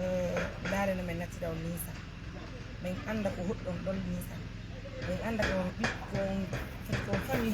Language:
Fula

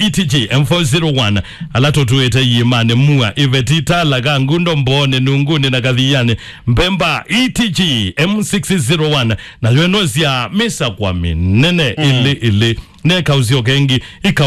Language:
Kamba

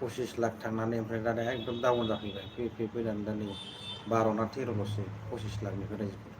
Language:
Bodo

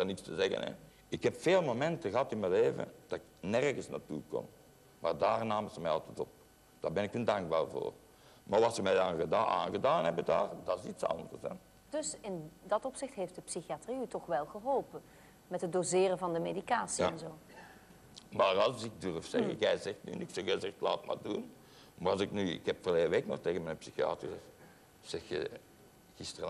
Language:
Dutch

